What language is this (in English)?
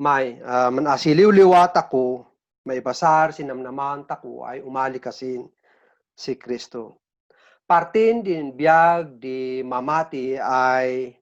Kankanaey